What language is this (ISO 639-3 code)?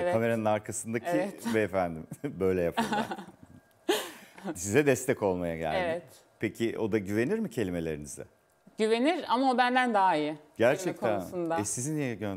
tur